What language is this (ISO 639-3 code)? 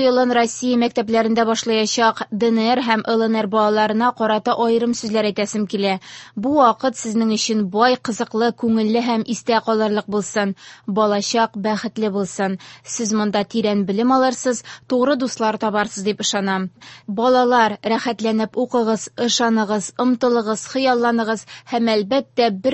tat